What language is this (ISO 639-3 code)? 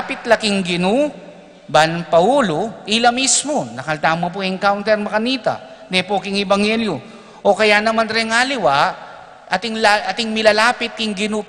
pam